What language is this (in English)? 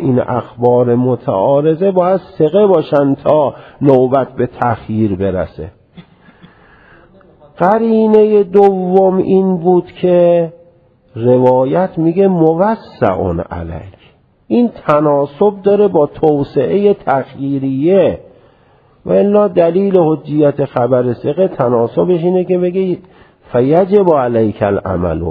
Persian